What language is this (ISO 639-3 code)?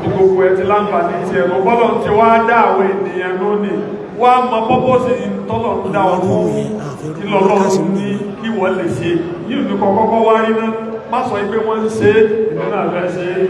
yor